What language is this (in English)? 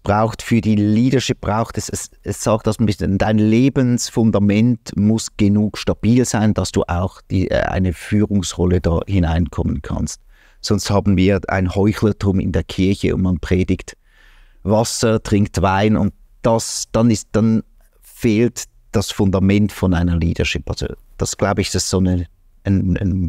Swiss German